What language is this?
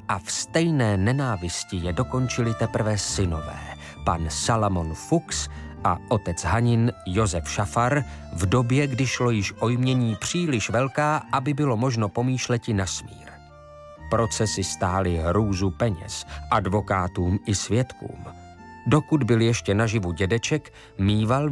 Czech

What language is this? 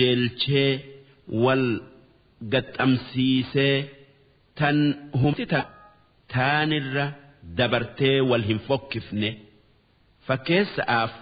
Oromo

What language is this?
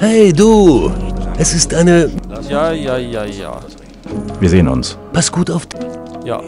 Bavarian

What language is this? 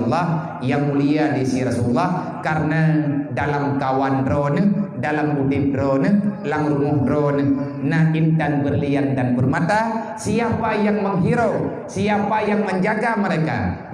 Achinese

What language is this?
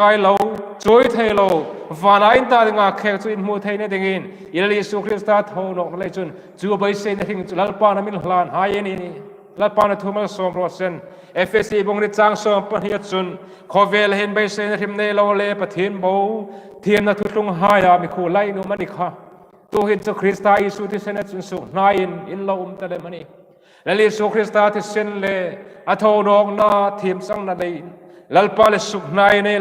Hmar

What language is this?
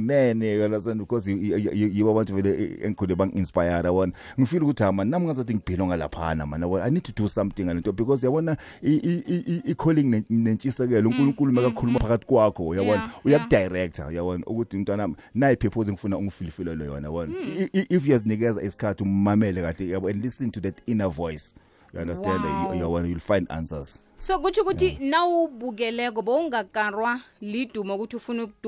South Ndebele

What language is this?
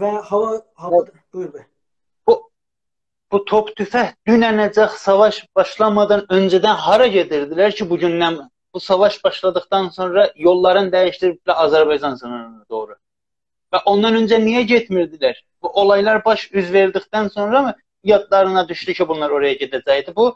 South Azerbaijani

